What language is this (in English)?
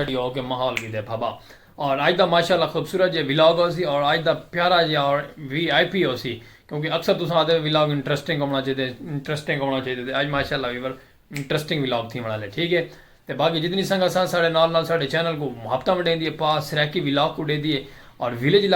Saraiki